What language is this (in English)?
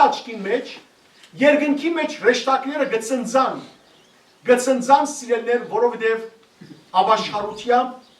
Western Armenian